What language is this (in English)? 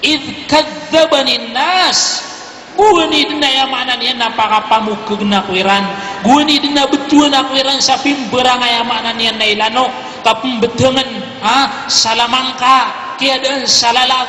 Maranao